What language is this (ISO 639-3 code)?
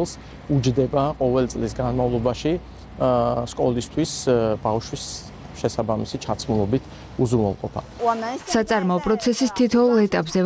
kat